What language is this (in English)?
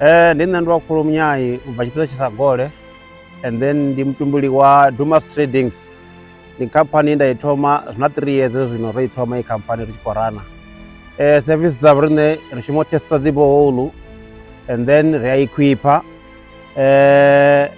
Venda